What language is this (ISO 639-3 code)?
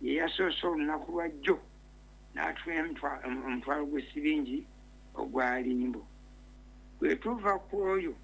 lug